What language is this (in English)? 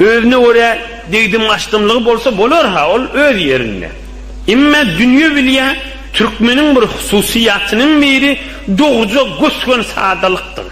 Turkmen